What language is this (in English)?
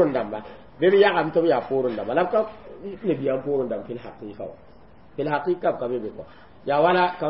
Mossi